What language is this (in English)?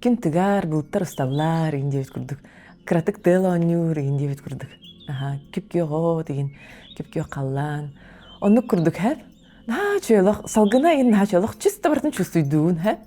Yakut